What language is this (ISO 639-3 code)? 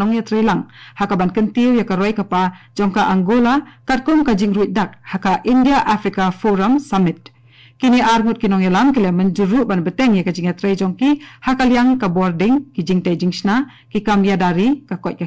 kha